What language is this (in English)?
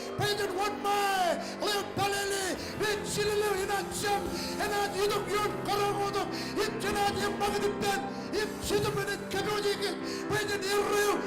Marshallese